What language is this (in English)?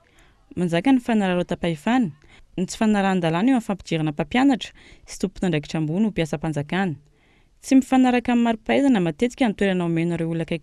Malagasy